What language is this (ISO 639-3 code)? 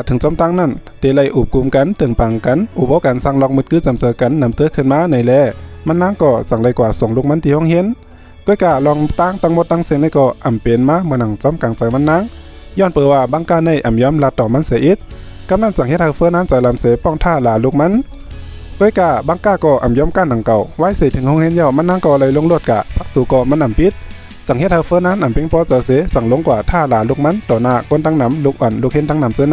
shn